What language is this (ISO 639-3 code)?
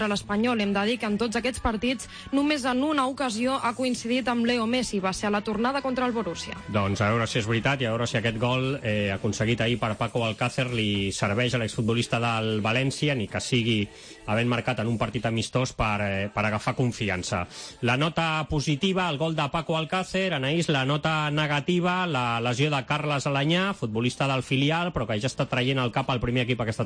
cat